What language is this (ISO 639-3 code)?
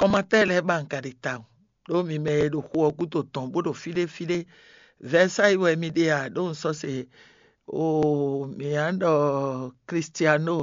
fon